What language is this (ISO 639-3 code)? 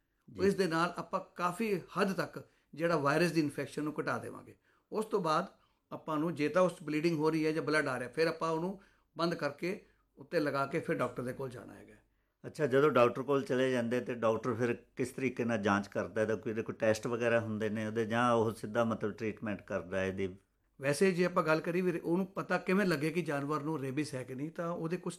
pan